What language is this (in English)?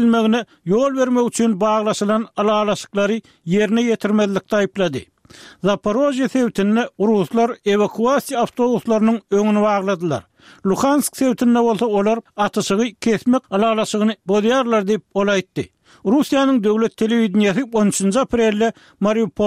Turkmen